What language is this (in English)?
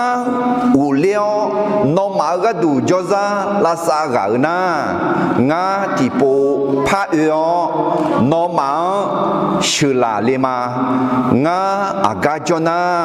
Akha